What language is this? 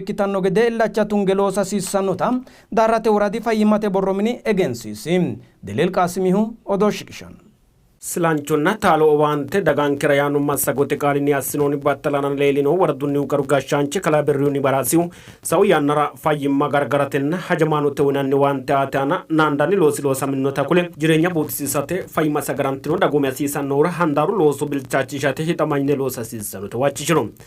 Sidamo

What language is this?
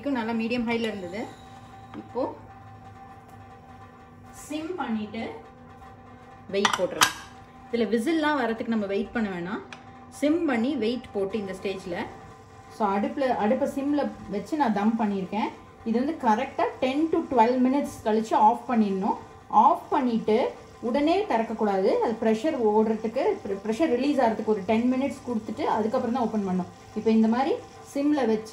Tamil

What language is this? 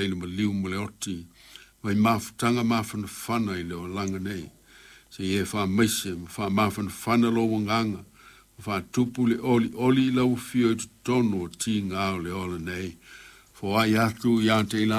Samoan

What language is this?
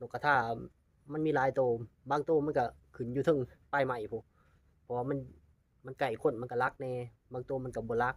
Lao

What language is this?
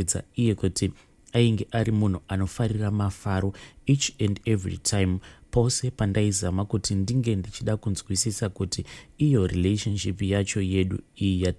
Shona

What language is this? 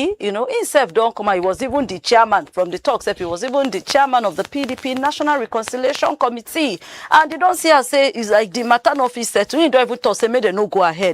Nigerian Pidgin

